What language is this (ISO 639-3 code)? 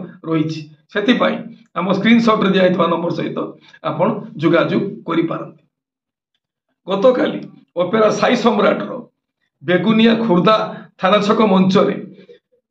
ori